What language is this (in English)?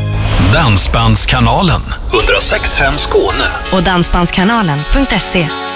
Swedish